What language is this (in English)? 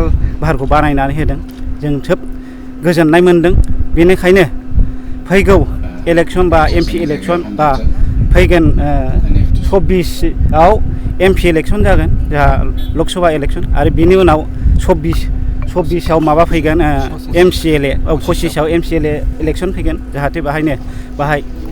Bodo